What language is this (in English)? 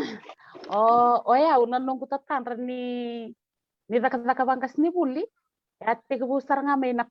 Fijian